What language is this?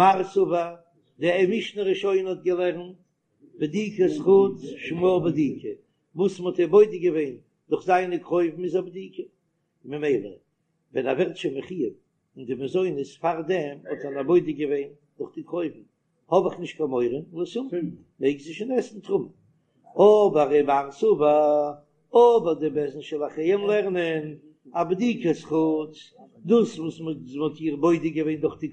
Yiddish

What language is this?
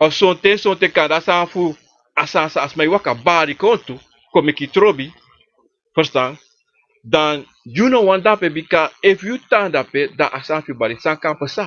Sranan Tongo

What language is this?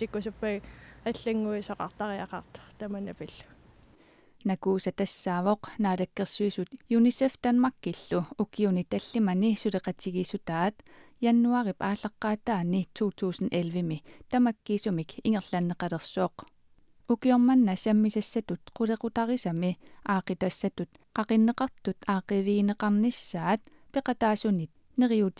Kalaallisut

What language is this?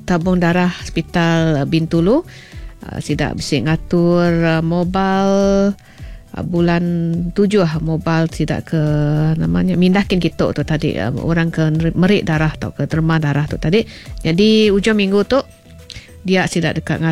Iban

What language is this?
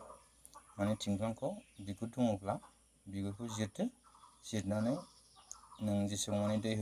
Bodo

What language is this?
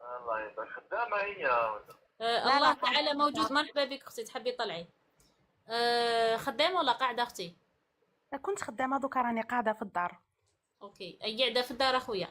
Algerian Arabic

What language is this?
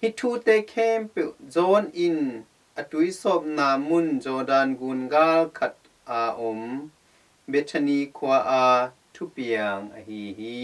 Tedim Chin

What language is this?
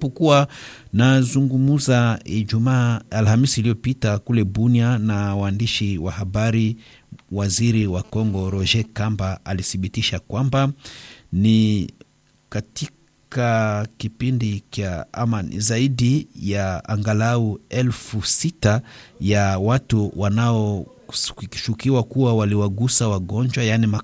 Swahili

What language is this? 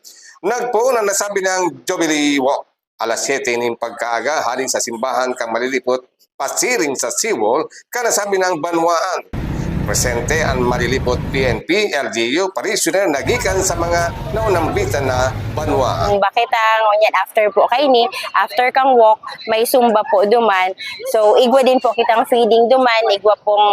Bikol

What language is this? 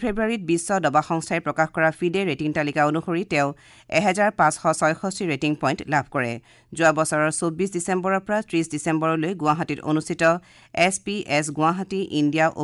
Assamese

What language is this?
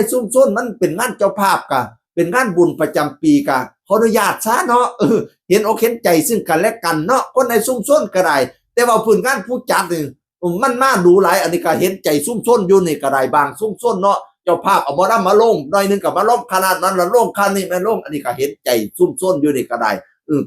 Northeastern Thai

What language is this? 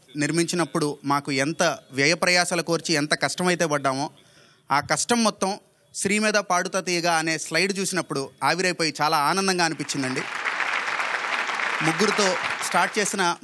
Telugu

